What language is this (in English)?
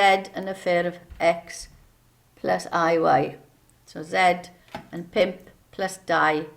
Welsh